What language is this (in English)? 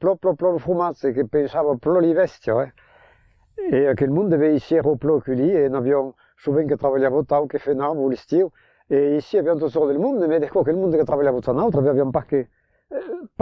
Occitan